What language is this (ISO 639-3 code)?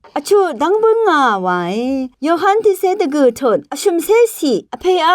raw